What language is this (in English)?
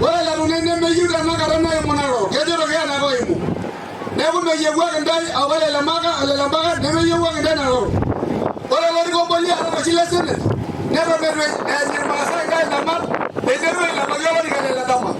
Masai